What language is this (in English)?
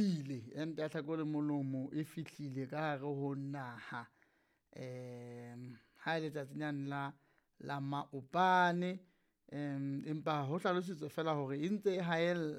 Southern Sotho